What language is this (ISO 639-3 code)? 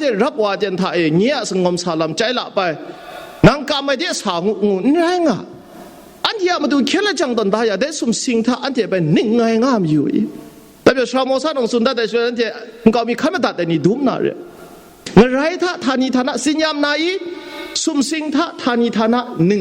kac